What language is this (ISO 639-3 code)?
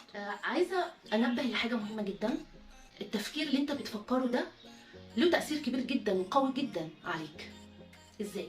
arz